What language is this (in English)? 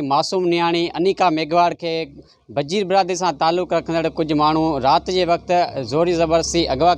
Sindhi